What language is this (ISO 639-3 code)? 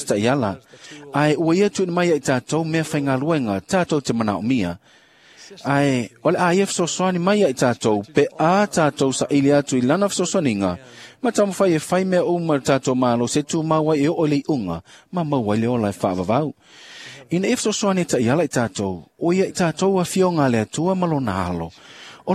smo